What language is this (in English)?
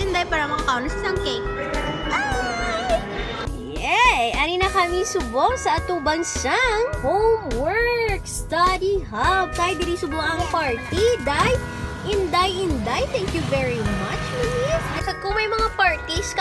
Hiligaynon